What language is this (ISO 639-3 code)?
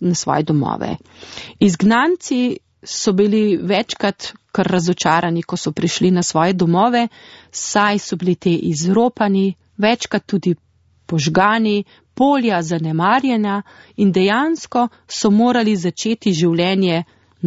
slv